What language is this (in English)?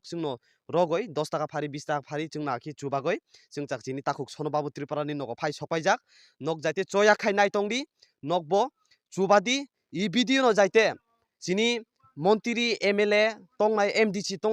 Kok Borok